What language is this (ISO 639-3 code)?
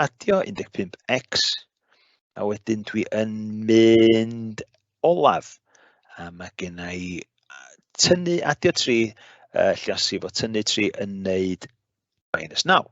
cym